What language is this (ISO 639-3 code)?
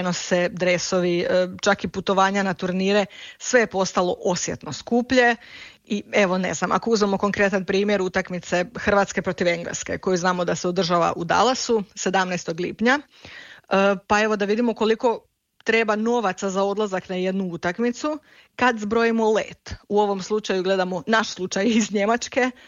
hrv